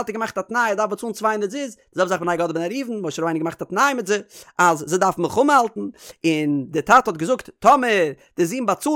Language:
Yiddish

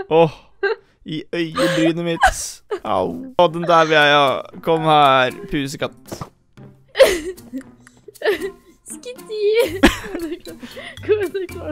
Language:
Norwegian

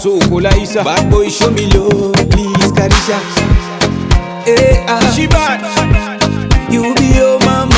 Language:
Swahili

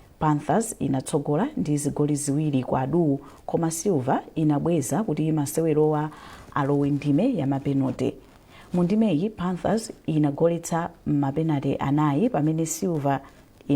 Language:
Nyanja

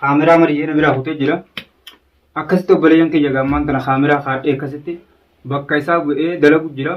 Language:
Oromo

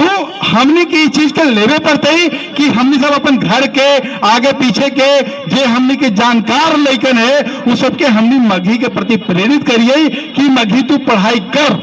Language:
Magahi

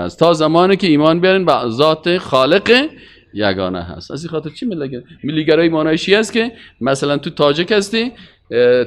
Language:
Persian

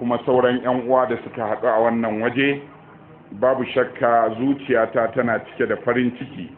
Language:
Hausa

